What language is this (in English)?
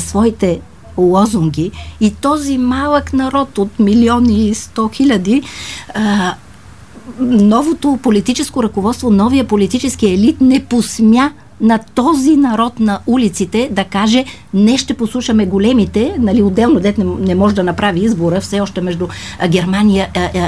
Bulgarian